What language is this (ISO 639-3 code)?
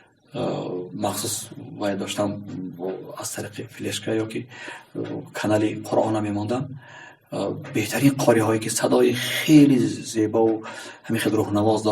tgk